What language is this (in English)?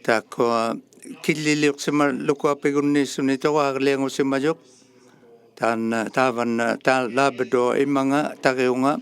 Inuktitut